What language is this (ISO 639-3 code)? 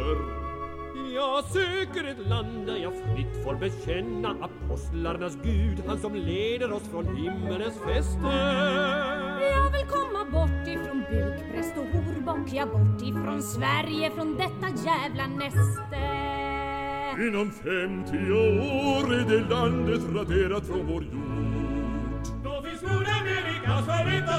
swe